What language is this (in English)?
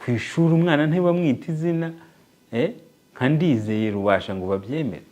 Kinyarwanda